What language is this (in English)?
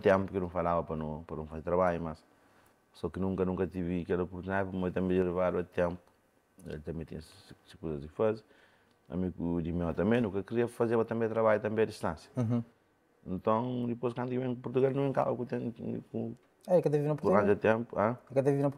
Kabuverdianu